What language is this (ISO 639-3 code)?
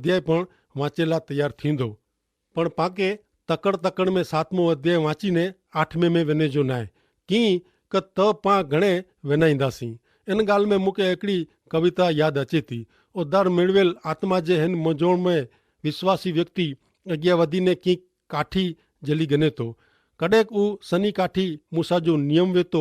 kfr